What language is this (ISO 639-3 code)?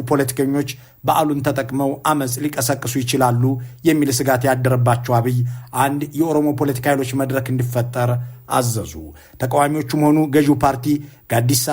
amh